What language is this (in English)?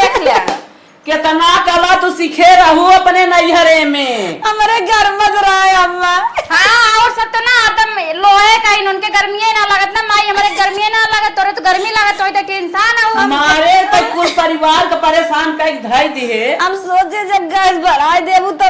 Awadhi